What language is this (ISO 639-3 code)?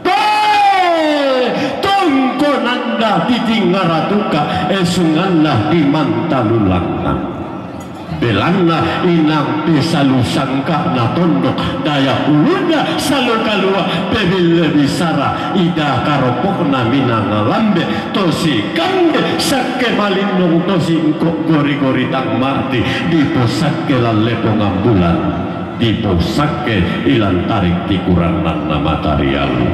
sda